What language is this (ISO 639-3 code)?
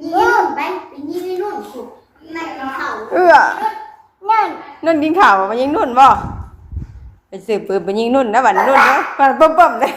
tts